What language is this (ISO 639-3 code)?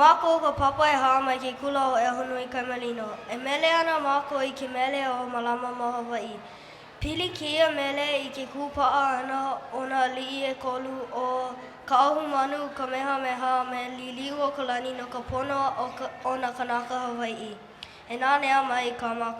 haw